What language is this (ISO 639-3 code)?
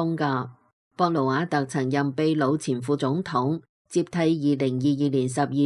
yue